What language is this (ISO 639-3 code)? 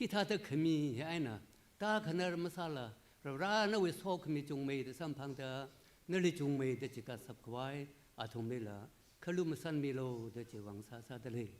nmf